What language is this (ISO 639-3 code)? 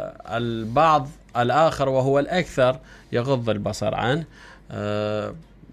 acm